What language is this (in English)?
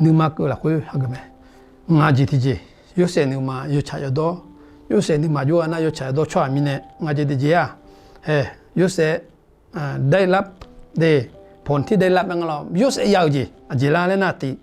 Akha